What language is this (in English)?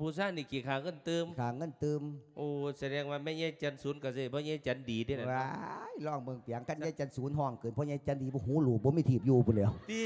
Lao